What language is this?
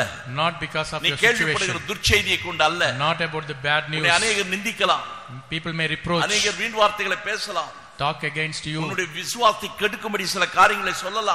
Tamil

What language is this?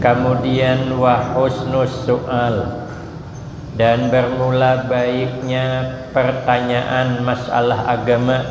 Banjar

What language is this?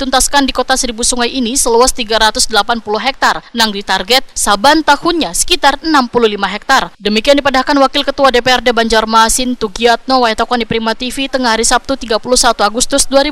Banjar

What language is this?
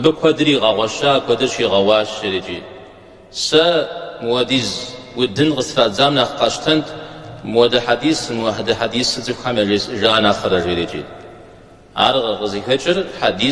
Kabardian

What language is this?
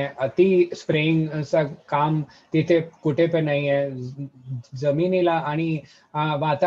Marathi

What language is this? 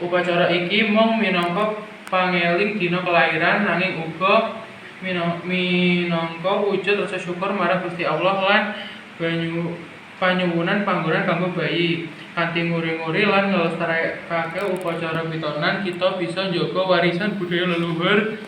Javanese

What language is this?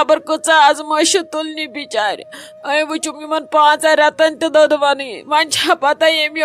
Kashmiri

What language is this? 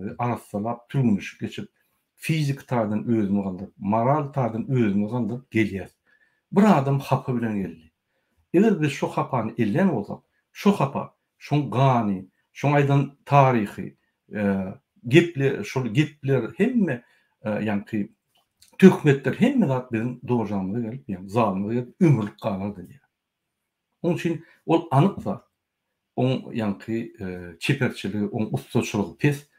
Turkmen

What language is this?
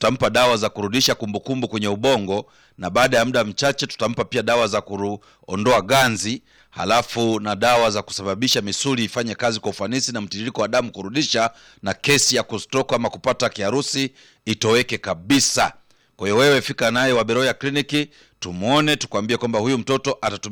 Swahili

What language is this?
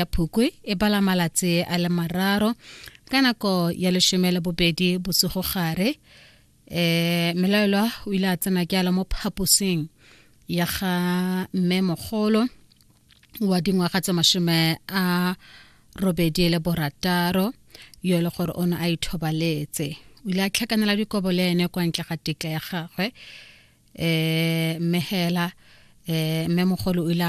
Tswana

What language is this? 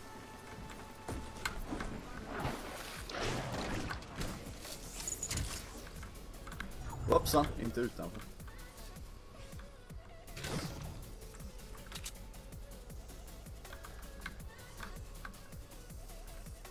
Swedish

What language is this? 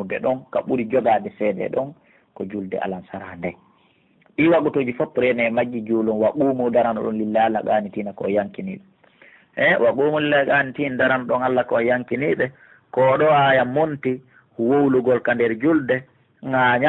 Pular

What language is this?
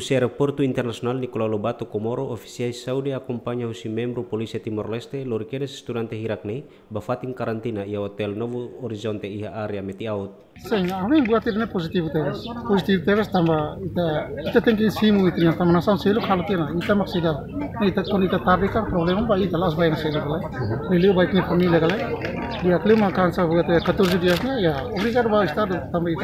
Tetum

